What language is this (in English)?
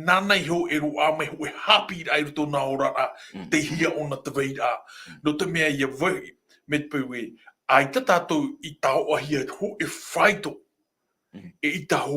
Tahitian